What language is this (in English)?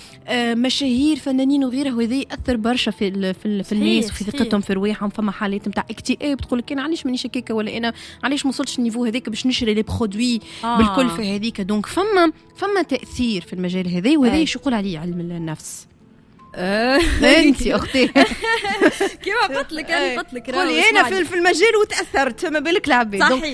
Tunisian Arabic